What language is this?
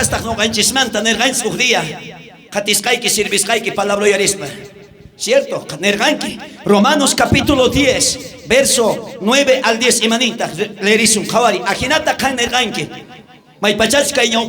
South Bolivian Quechua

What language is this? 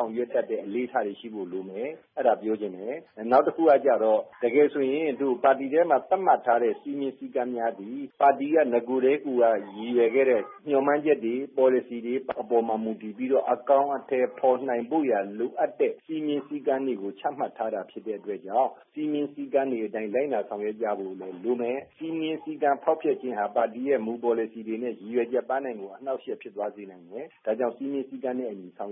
Burmese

